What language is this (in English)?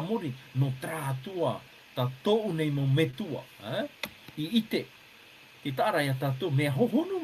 Tahitian